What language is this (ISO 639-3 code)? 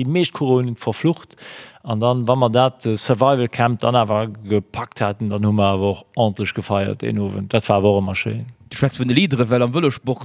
ltz